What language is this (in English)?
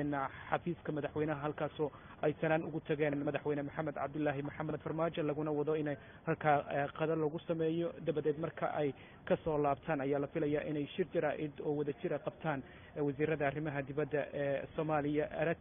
Somali